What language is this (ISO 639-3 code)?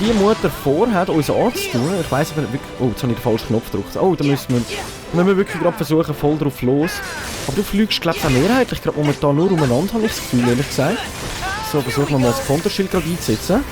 gsw